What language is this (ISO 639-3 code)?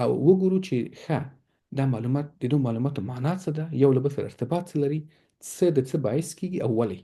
pus